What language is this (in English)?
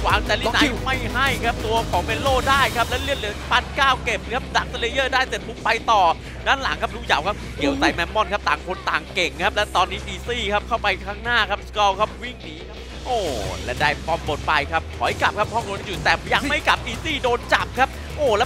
Thai